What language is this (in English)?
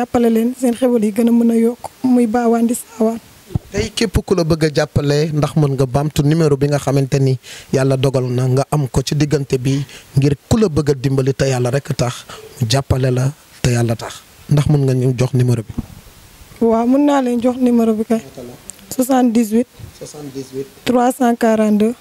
Wolof